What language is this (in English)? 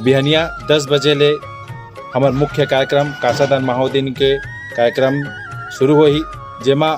Chhattisgarhi